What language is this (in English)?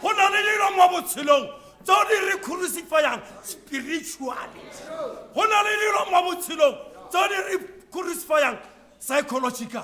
Tswana